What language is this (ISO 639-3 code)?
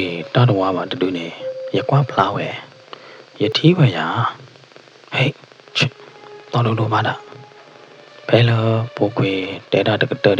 ksw